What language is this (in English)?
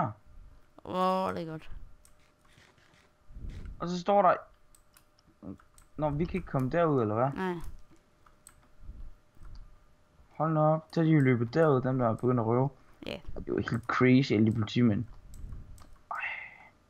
Danish